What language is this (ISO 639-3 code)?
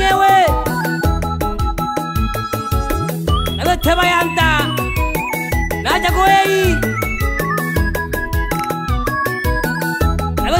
swa